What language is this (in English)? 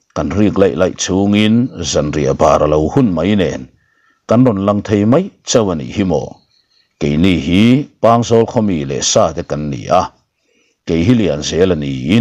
Mizo